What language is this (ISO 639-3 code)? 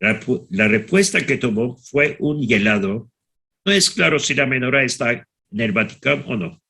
lad